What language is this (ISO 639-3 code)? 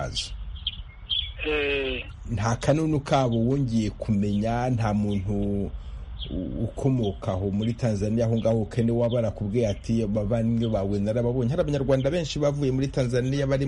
kin